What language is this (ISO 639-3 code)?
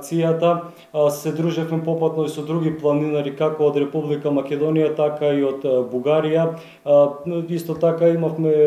mkd